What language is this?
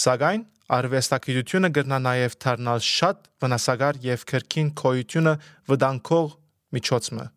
Armenian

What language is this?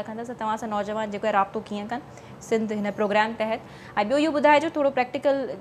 Sindhi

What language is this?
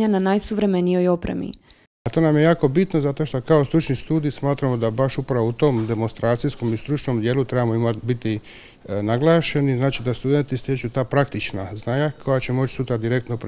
Croatian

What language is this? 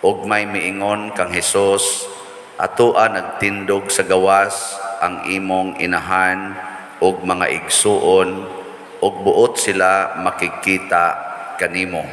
Cebuano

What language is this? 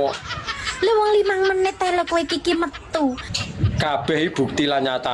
Javanese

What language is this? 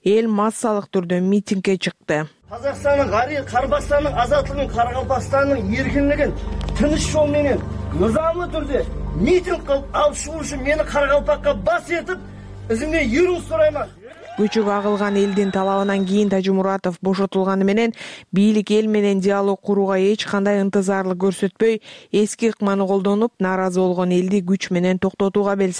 Kyrgyz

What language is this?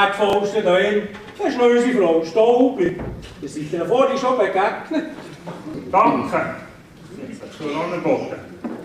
Swiss German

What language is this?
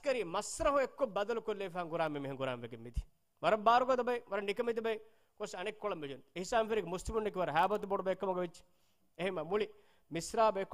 Divehi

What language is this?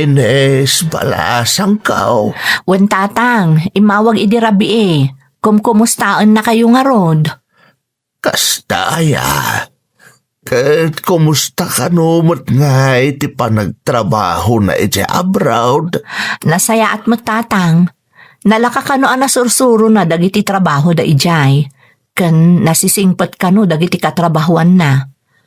Iloko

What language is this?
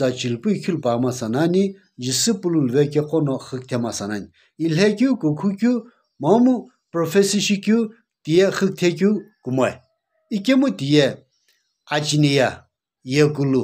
Sumi Naga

